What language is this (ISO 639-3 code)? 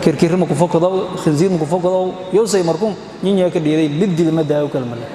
som